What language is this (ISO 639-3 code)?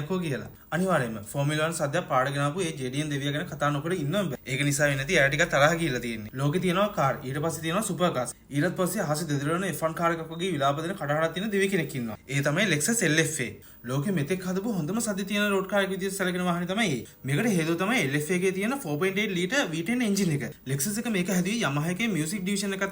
sin